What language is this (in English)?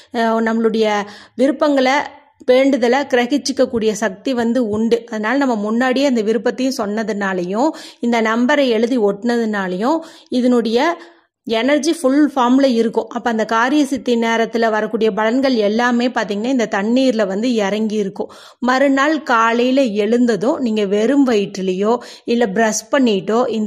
Tamil